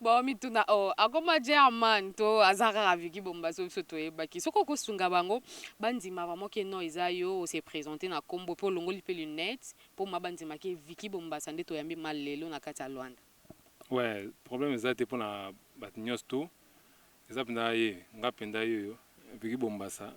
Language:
Lingala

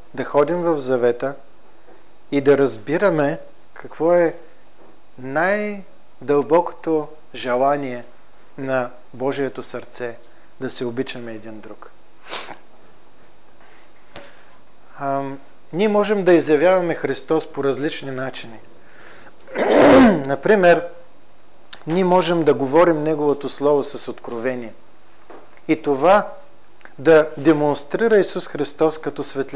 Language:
Bulgarian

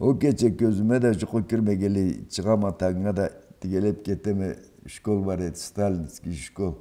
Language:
Karachay-Balkar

